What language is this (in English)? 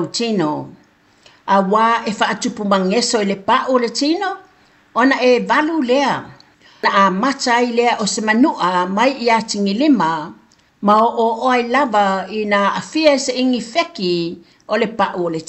Samoan